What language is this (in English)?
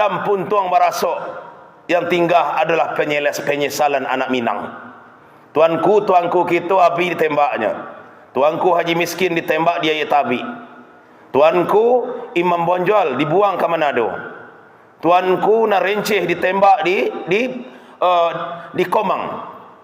Minangkabau